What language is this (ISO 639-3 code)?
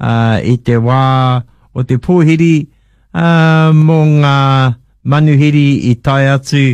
mri